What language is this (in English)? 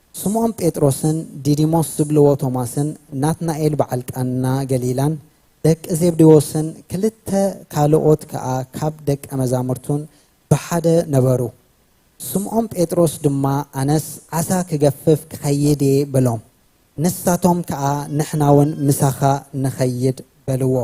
Tigrinya